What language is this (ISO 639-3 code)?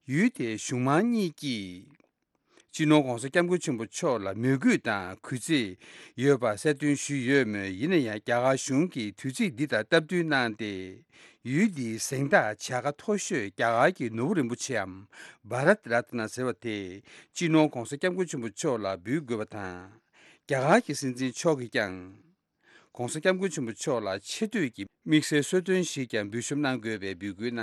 bod